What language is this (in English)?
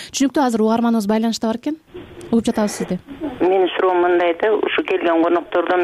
Kyrgyz